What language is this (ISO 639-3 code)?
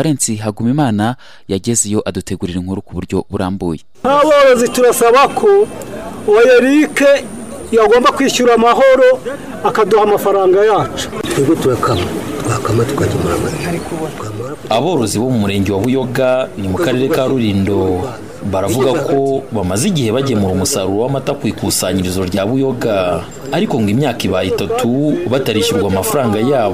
kin